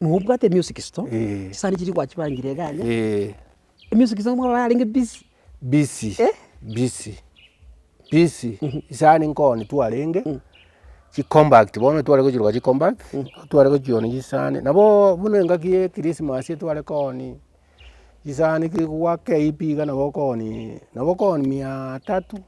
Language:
Gusii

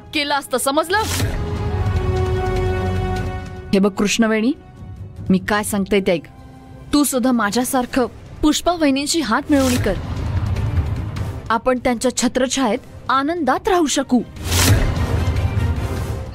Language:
Marathi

